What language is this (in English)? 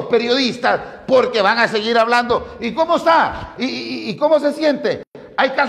Spanish